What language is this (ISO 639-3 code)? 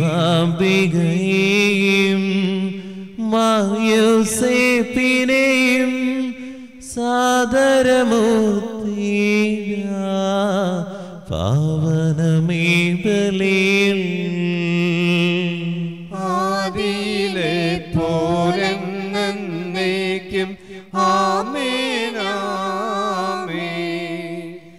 mal